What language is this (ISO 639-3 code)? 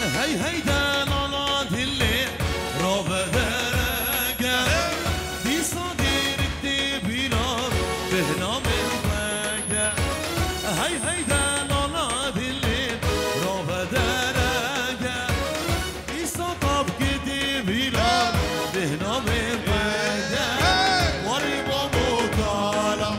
kur